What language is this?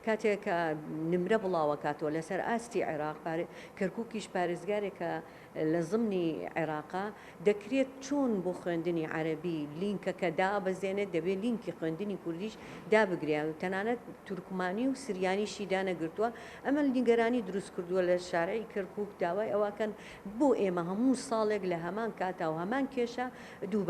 Central Kurdish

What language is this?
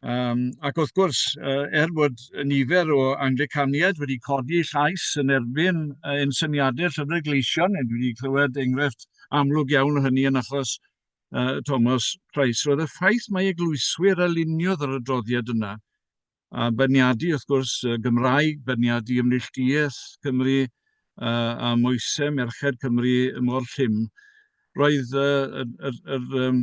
Welsh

